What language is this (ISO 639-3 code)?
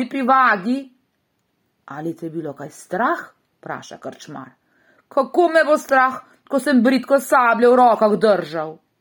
slv